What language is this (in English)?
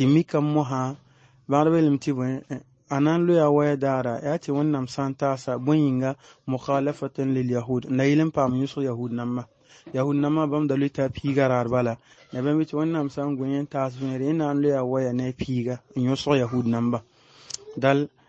Mossi